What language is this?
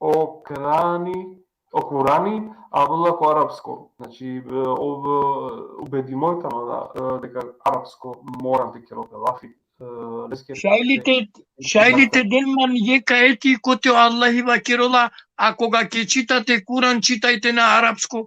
Balkan Romani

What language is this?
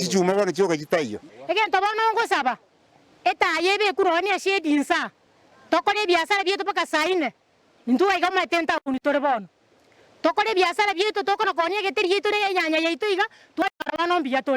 Gusii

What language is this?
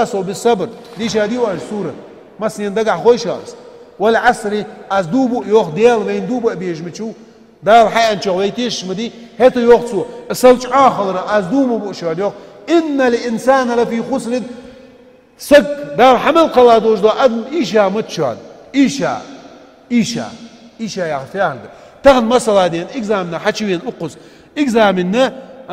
Ingush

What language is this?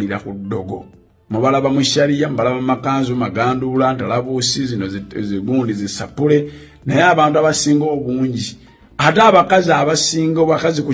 Ganda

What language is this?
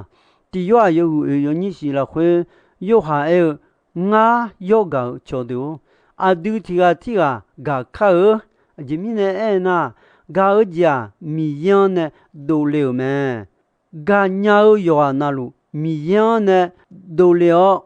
Akha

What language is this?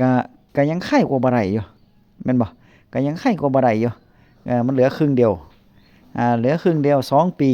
Northeastern Thai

